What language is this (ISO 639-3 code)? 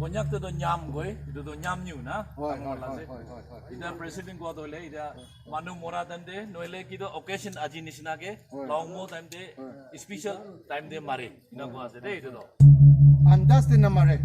nag